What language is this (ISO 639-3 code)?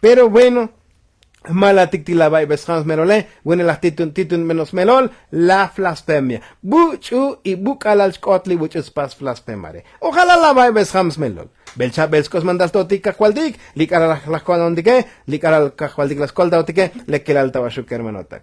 tzo